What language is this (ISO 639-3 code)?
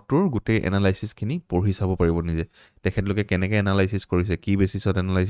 asm